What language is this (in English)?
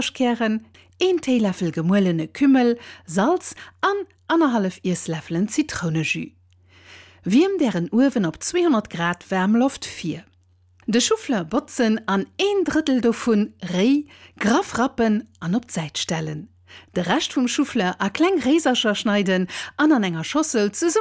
Luxembourgish